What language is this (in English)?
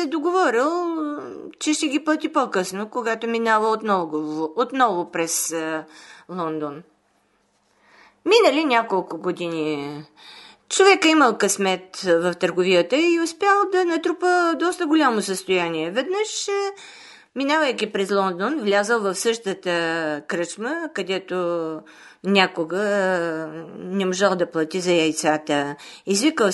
Bulgarian